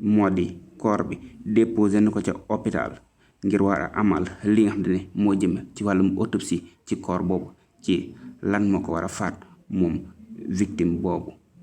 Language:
Wolof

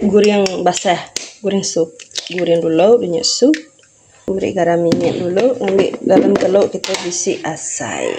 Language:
Iban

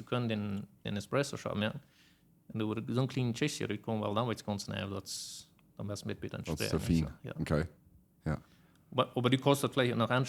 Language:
Plautdietsch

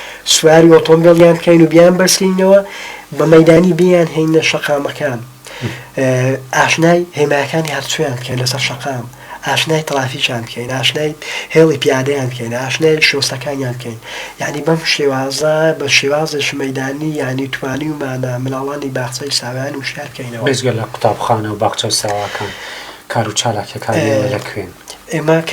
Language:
Central Kurdish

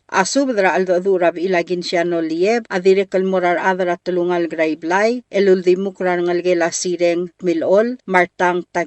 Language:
Palauan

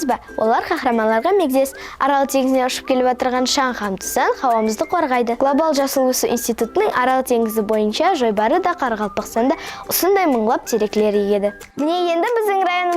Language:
Kara-Kalpak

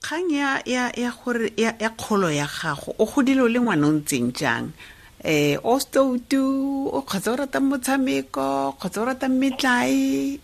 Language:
Tswana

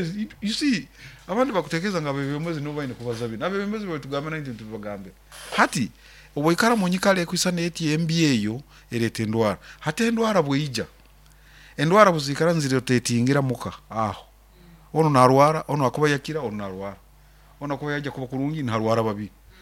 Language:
Nyoro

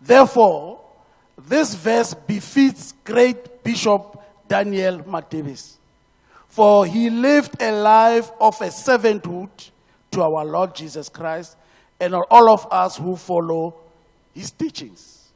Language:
Tswana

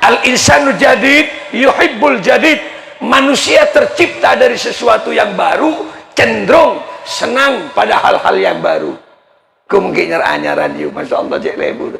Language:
Madurese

